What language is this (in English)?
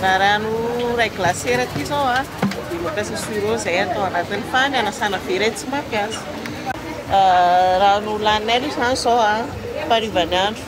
Malagasy